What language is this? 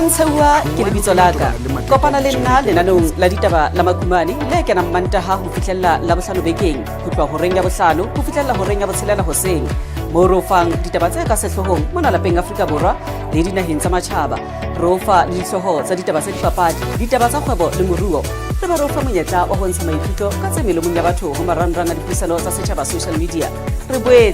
Southern Sotho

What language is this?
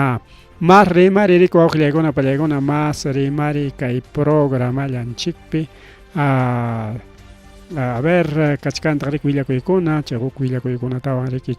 Ayacucho Quechua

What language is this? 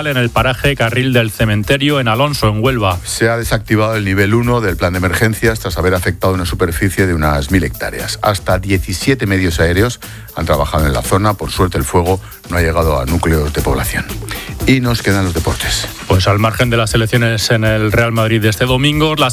Spanish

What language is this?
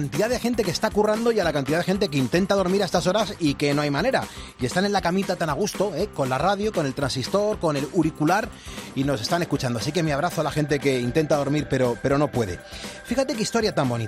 Spanish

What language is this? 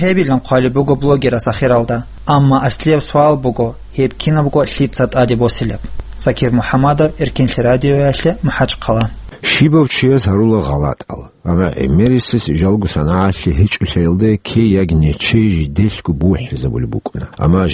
Avaric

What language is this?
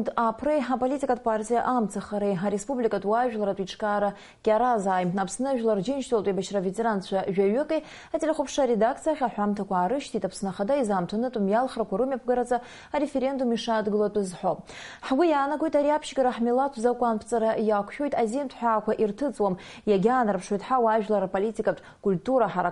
Abkhazian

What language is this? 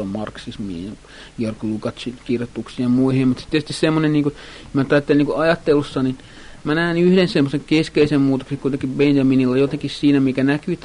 Finnish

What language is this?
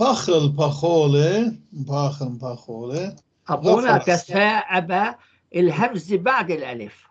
North Levantine Arabic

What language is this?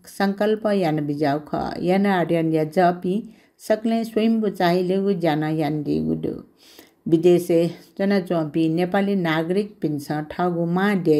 Newari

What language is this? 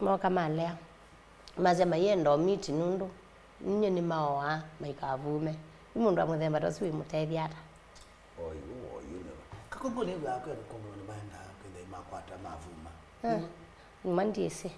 Kamba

